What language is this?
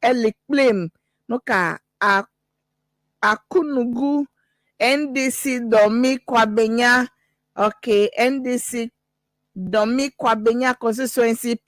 Ewe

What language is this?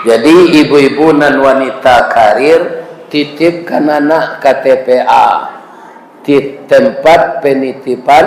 Minangkabau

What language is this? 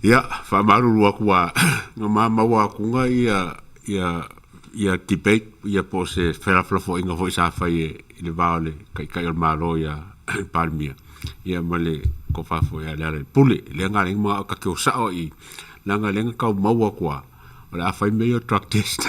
Samoan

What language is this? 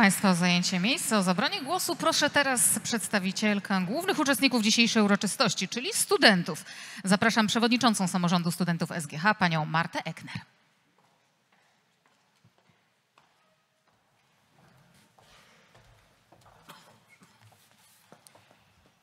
Polish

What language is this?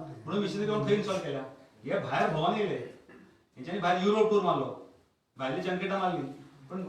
Konkani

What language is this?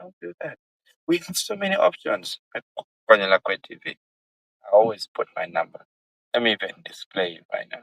Acoli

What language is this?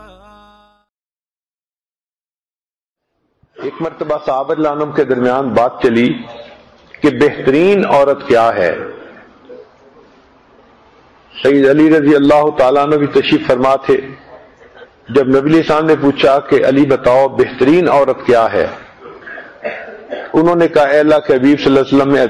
Urdu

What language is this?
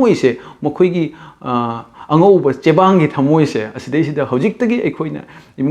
Manipuri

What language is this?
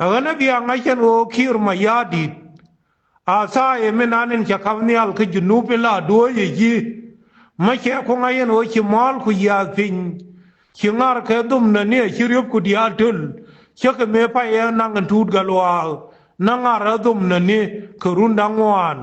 Nuer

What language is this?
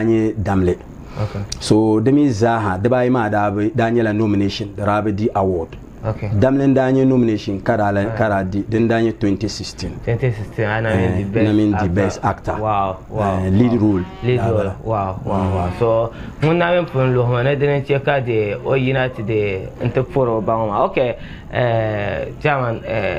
Dagbani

